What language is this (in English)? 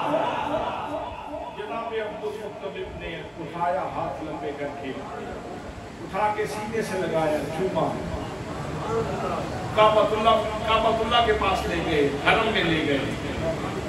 Urdu